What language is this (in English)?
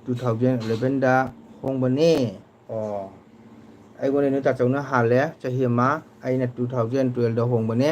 Manipuri